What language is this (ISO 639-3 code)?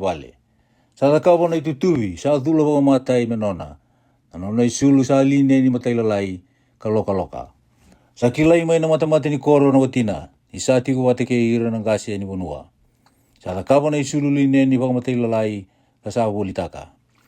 fij